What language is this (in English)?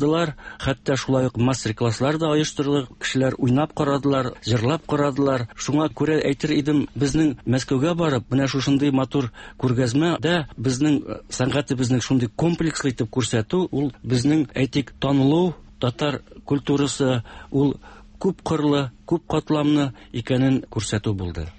Tatar